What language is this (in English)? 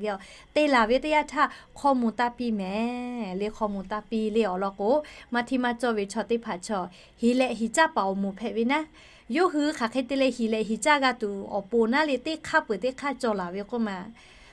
Lahu